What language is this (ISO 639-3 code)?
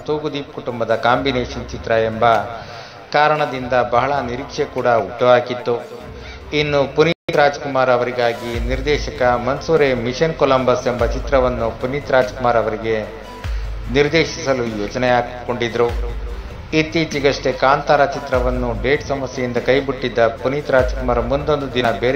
kan